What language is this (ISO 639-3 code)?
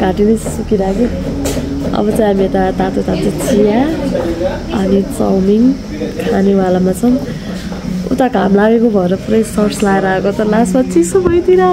nep